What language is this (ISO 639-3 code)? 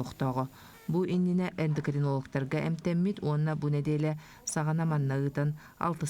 sah